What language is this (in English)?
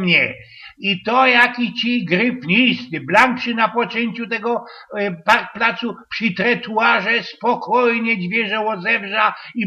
Silesian